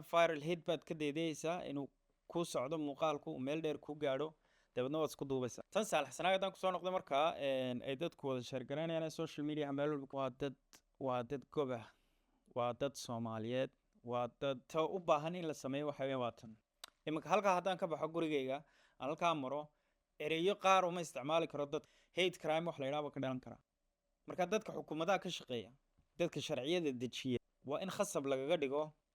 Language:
Somali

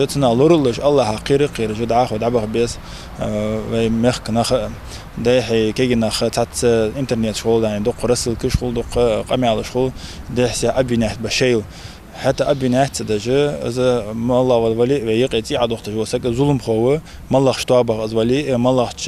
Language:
Ingush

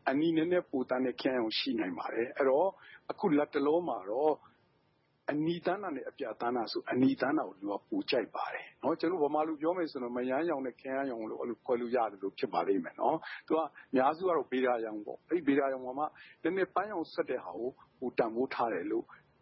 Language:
Burmese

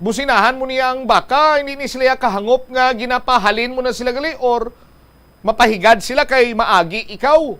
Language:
Hiligaynon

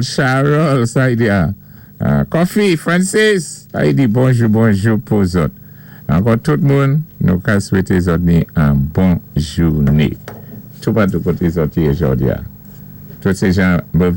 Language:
Saint Lucian Creole French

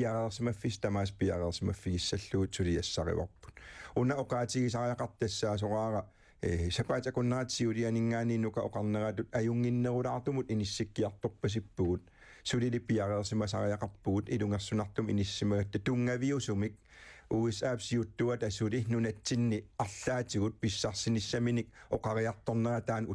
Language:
Kalaallisut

